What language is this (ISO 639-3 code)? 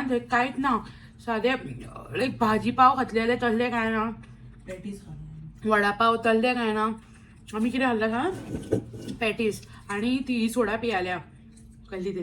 kok